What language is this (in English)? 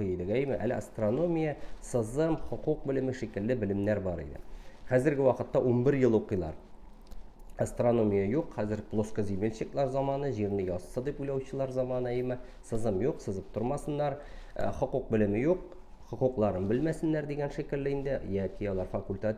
Tatar